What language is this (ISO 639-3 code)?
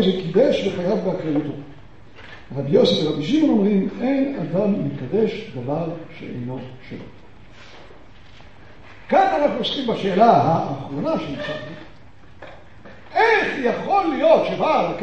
heb